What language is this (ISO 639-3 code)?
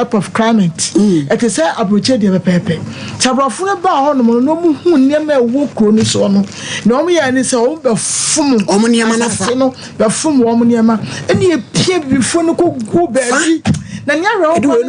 aka